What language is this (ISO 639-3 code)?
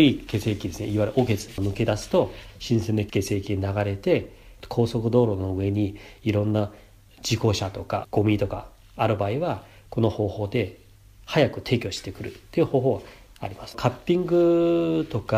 jpn